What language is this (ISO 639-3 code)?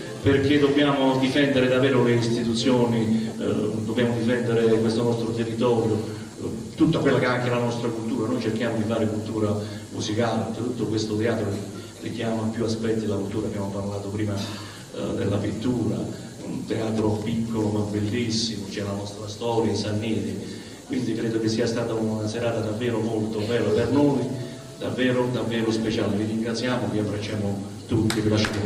ita